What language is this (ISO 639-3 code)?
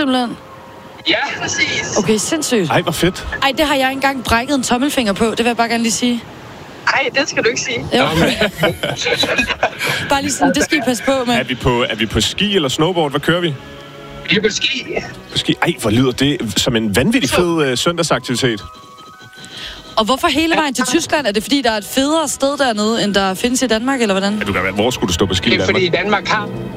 dan